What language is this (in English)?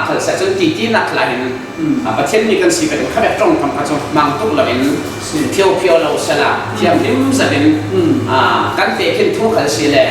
Falam Chin